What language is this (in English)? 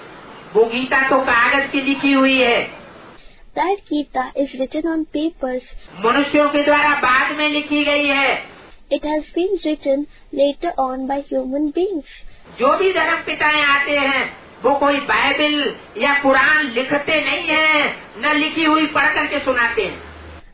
Hindi